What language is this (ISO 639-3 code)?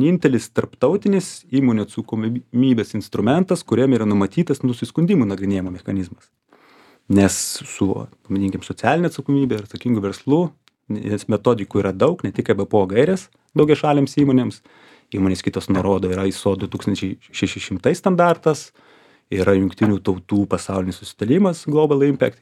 lit